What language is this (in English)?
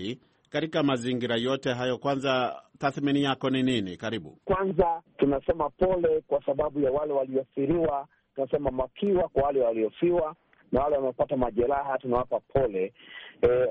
Swahili